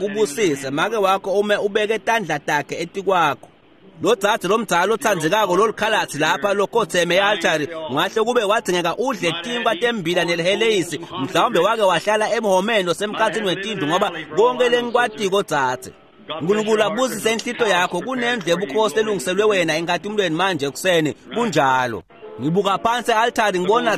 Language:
Swati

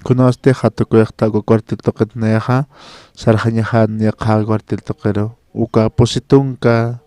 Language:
Aymara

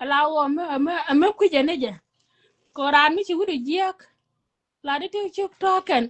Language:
Nuer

